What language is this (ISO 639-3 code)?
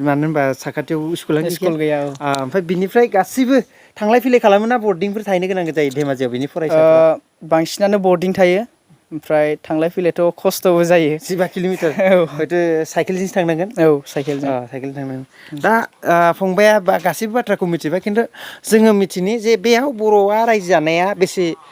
brx